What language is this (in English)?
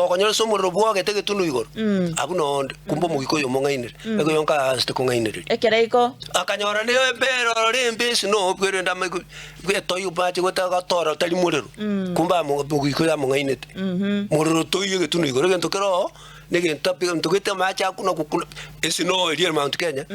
Gusii